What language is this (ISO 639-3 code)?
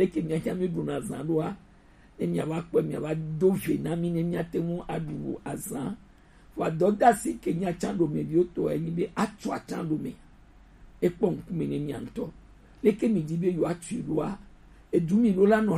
gej